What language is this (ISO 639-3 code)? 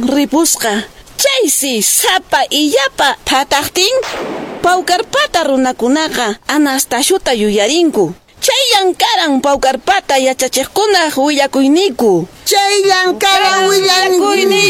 que